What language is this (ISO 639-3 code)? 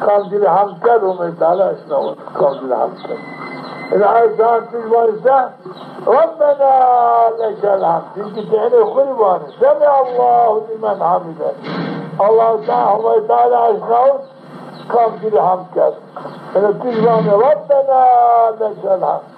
zza